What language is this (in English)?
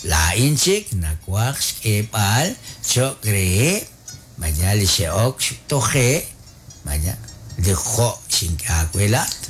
Kekchí